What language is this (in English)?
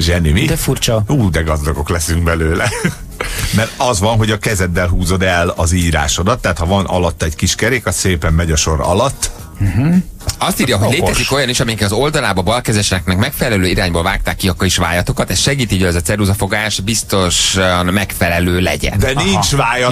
Hungarian